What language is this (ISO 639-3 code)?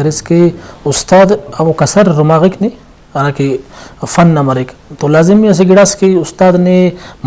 brh